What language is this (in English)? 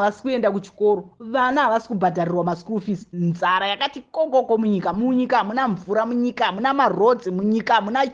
Shona